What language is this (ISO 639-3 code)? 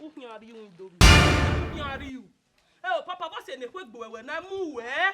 bin